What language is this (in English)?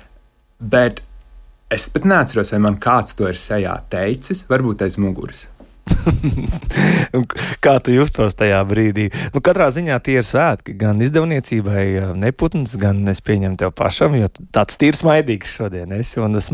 Latvian